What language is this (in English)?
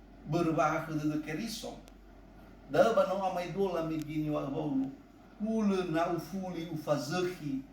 Nias